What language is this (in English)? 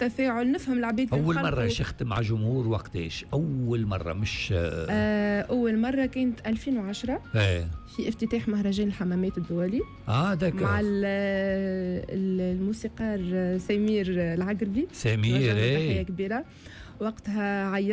Tunisian Arabic